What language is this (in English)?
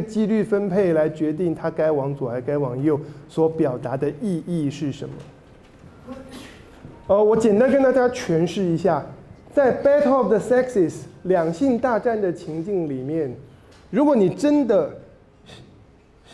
Chinese